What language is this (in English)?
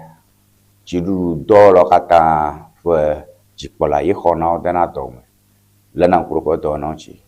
Ewe